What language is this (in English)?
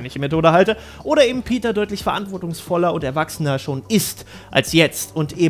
German